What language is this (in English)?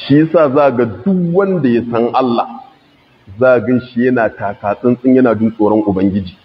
Hausa